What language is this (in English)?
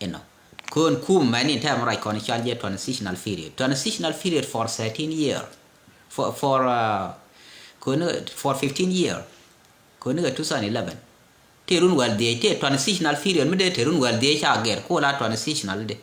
Nuer